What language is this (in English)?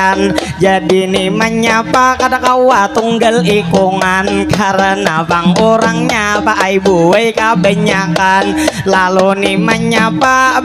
Banjar